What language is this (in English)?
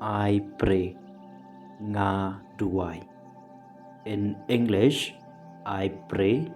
Khasi